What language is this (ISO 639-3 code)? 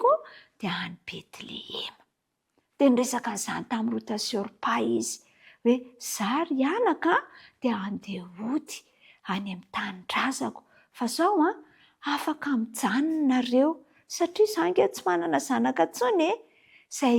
mlg